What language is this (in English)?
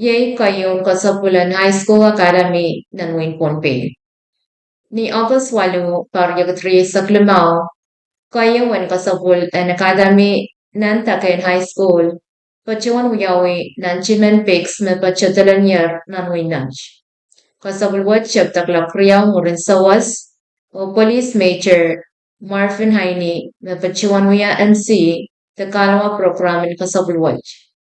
Pohnpeian